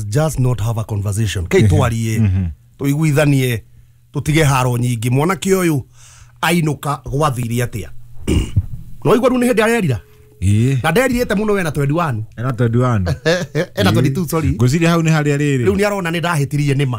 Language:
Kikuyu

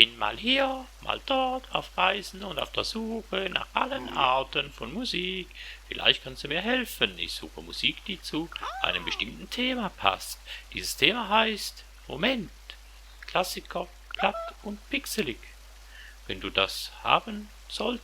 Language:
Swiss German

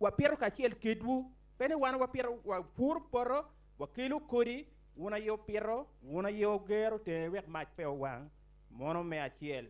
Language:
Acoli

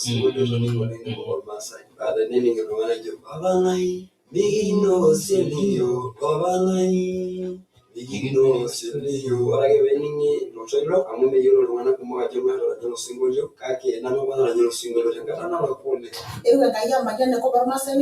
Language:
Masai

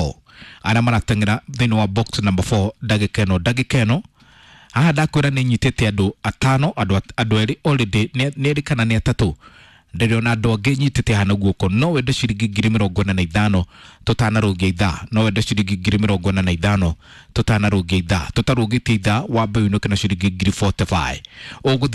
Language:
Kikuyu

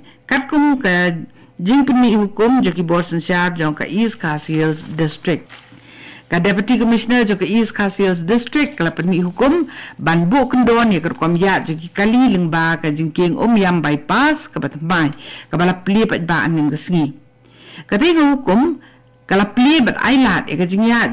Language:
Khasi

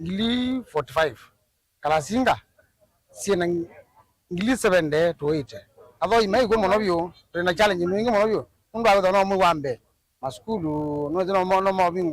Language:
Kamba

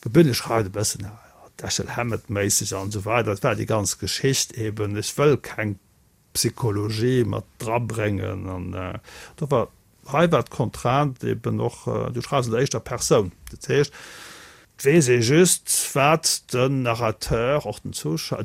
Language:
Luxembourgish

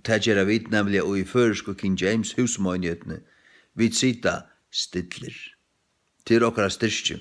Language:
Faroese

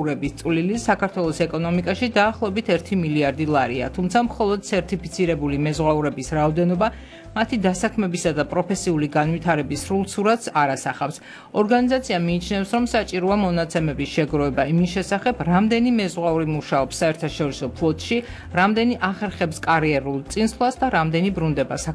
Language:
Georgian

